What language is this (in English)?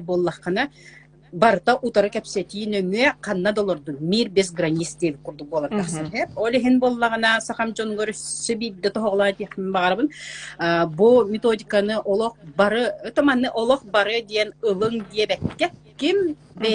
Yakut